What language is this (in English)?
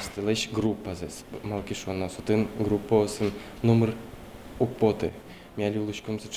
Udmurt